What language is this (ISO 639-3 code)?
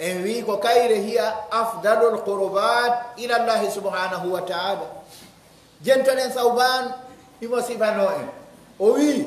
fuf